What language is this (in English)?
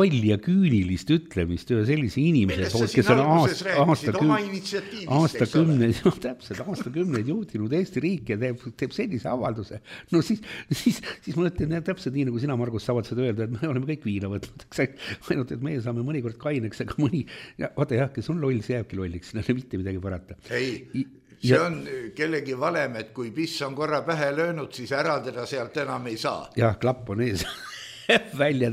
Estonian